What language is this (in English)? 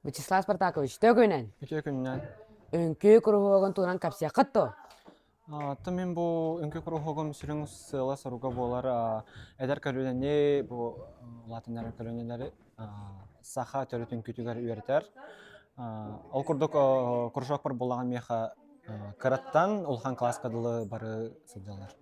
Yakut